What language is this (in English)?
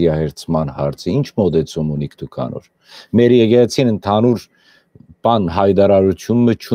Western Armenian